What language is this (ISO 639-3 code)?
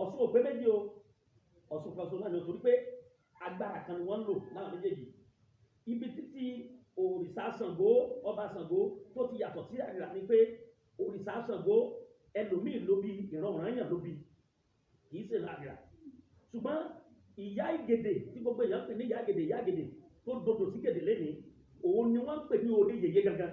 yor